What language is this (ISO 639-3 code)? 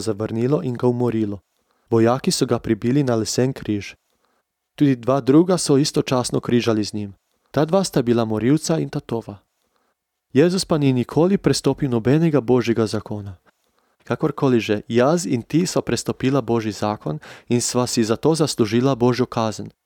slv